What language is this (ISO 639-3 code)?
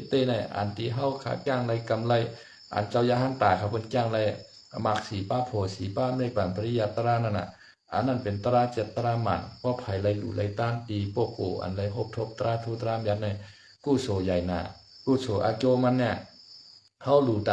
shn